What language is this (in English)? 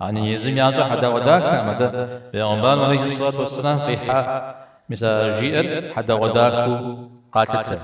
Kabardian